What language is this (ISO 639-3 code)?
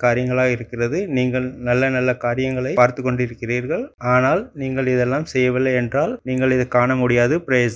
tam